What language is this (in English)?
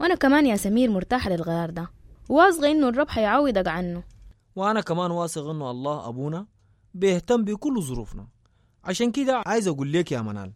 Sudanese Arabic